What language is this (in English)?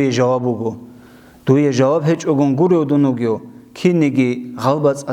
Avaric